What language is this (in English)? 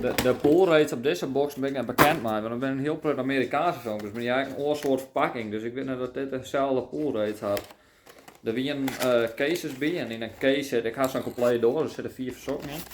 Western Frisian